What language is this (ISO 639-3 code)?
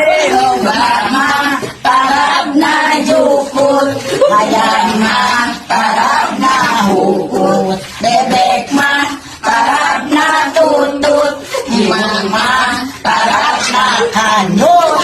sun